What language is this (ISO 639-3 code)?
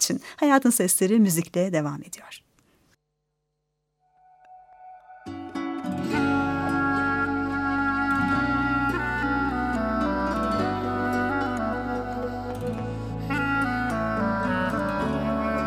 tur